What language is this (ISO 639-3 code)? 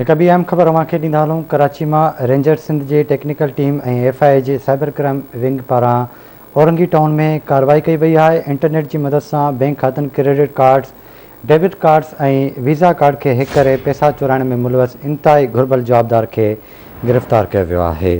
snd